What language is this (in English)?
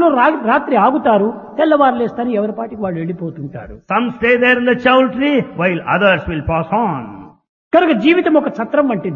Telugu